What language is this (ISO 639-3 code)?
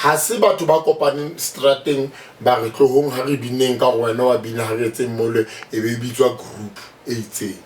sot